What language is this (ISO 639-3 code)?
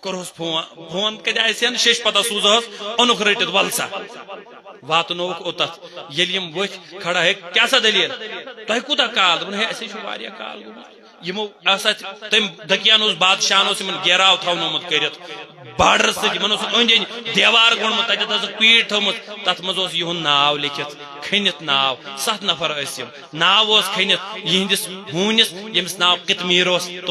kas